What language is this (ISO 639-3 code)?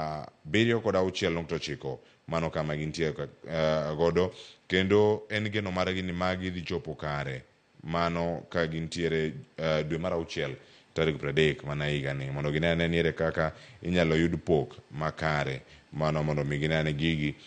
luo